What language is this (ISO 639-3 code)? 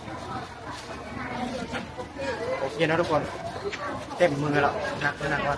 lao